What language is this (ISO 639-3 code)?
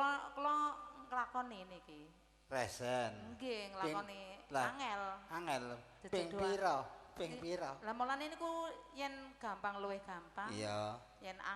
jav